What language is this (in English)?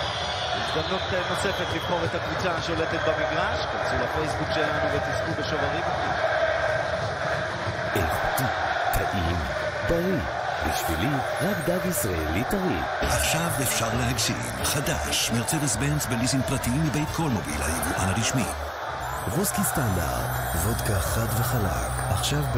Hebrew